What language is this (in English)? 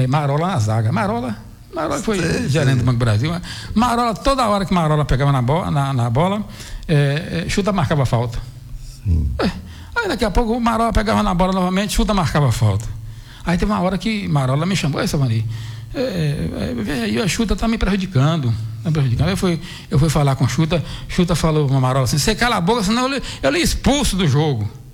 Portuguese